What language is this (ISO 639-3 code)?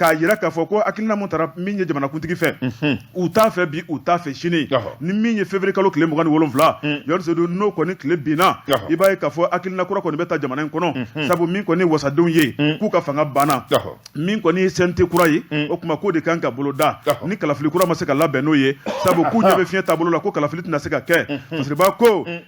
bam